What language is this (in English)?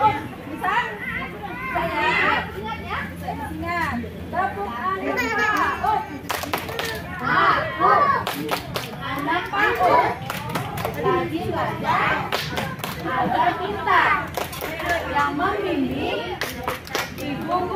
Indonesian